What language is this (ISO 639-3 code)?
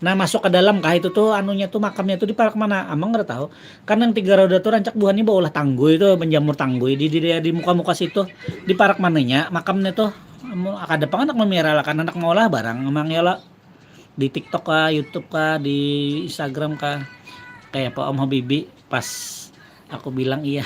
bjn